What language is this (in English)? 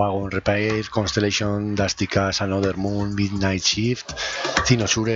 Basque